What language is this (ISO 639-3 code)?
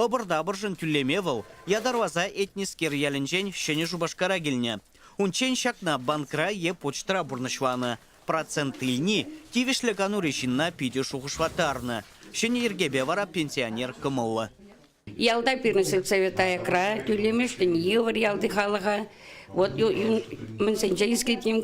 chv